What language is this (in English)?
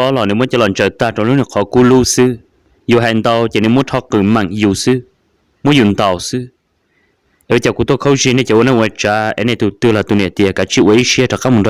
Hmong